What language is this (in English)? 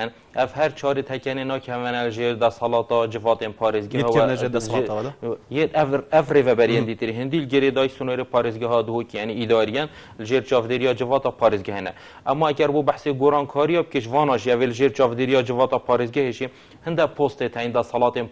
Kurdish